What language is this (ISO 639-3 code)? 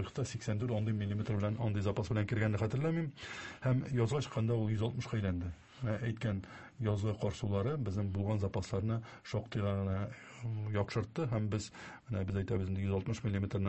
tat